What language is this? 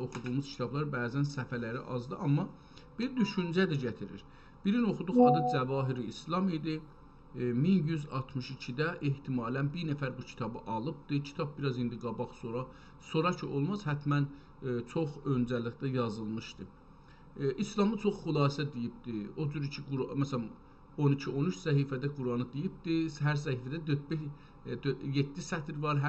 South Azerbaijani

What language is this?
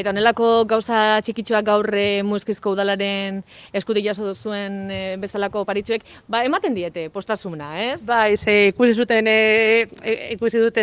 Basque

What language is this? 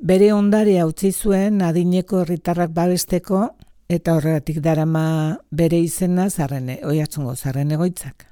Basque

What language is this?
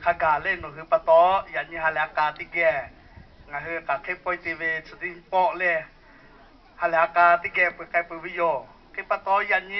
Lahu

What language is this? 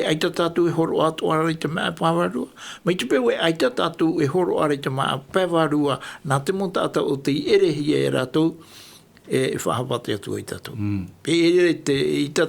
Tahitian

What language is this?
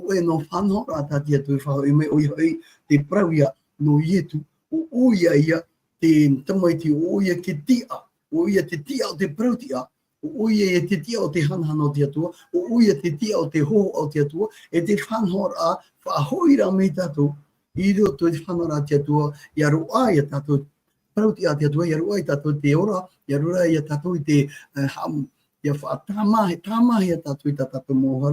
Tahitian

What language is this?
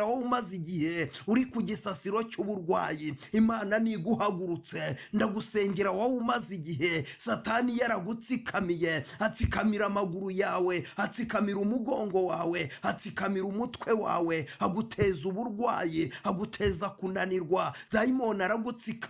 Kinyarwanda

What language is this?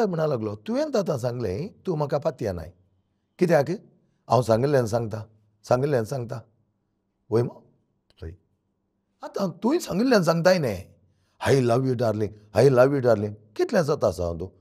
Konkani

